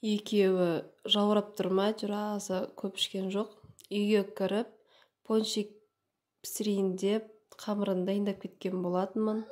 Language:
Kazakh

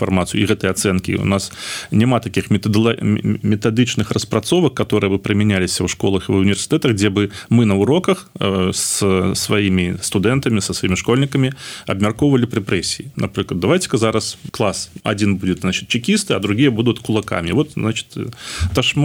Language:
Belarusian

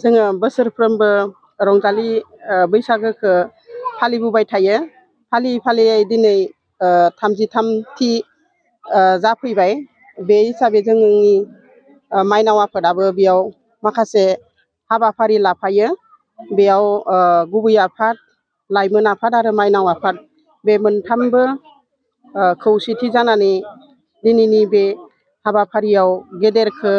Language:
Bodo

